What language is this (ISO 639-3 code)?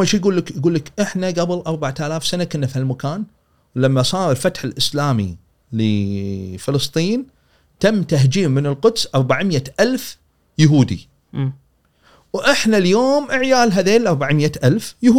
afb